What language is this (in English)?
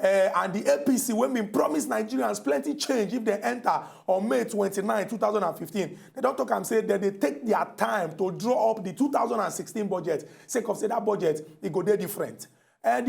Nigerian Pidgin